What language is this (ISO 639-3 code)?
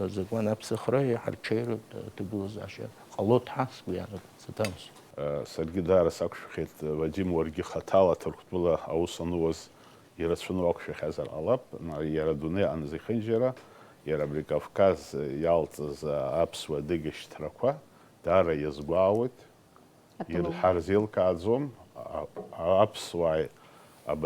abk